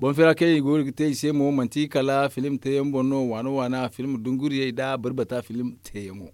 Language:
Zarma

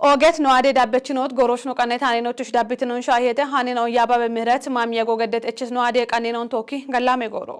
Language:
Kafa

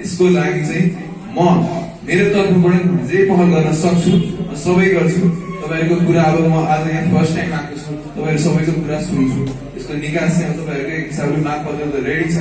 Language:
Nepali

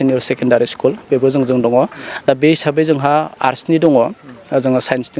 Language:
Bodo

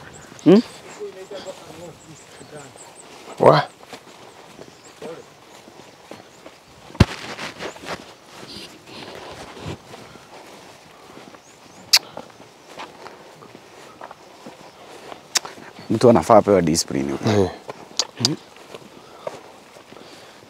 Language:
Swahili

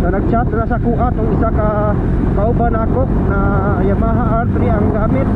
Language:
Cebuano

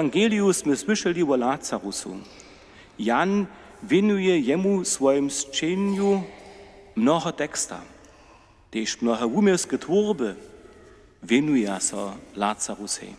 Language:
Upper Sorbian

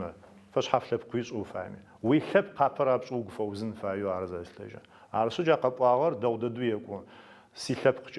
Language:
Adyghe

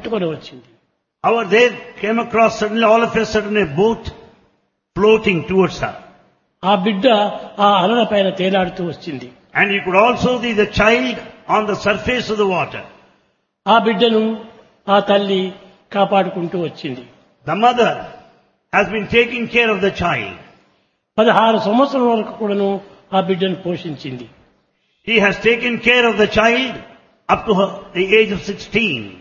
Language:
Telugu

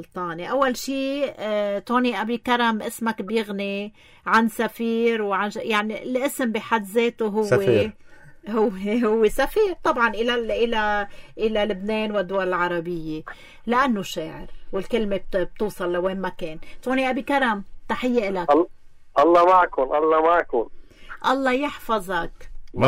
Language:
North Levantine Arabic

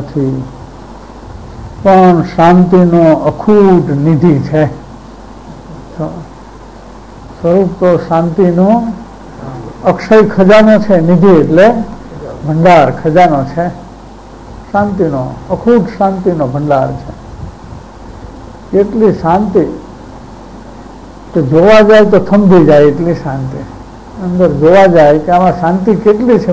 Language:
Gujarati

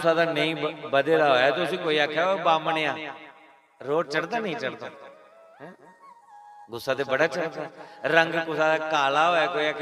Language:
Dogri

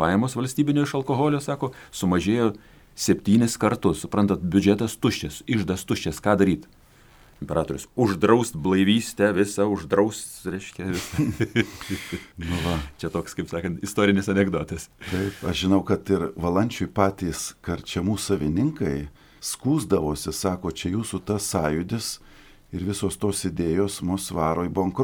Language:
Lithuanian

